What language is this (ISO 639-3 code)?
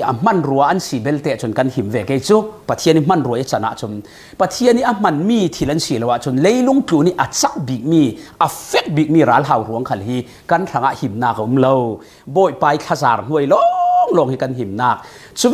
cfm